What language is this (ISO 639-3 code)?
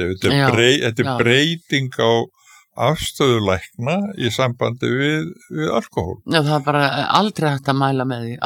isl